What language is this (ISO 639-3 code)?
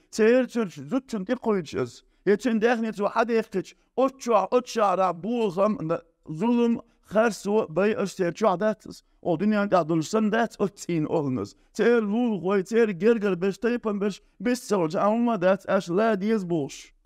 che